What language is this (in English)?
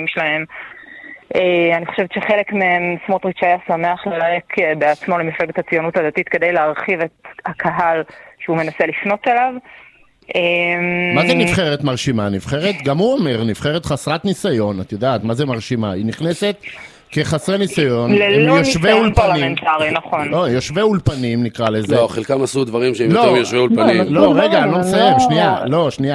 Hebrew